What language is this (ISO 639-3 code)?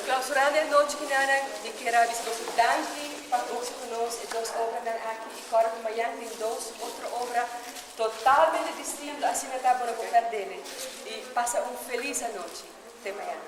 pap